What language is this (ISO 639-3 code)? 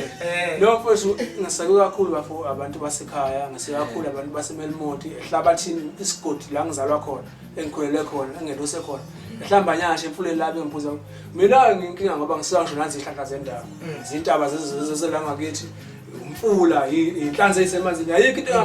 zul